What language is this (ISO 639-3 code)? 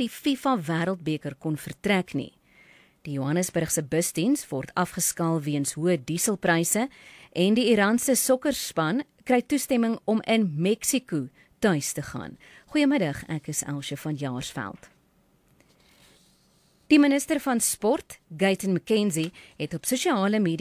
afr